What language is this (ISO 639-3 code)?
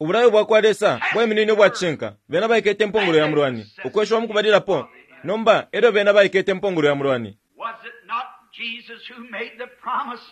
bem